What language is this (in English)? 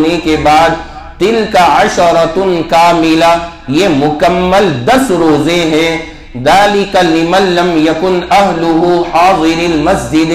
Urdu